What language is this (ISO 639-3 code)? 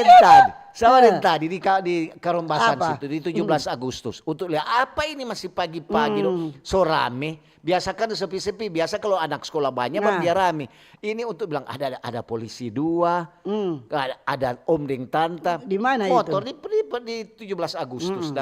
xmm